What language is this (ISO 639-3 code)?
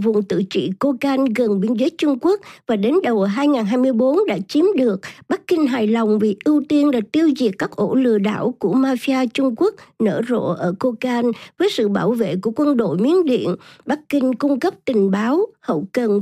vie